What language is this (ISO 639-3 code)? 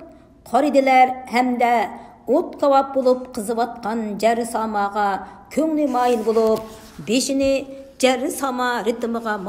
uig